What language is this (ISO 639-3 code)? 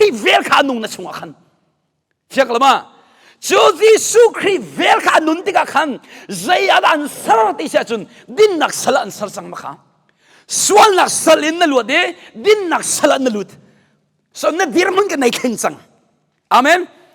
cnh